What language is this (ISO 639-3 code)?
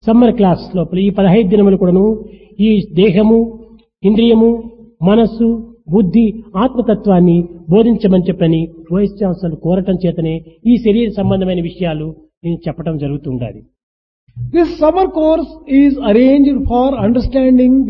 tel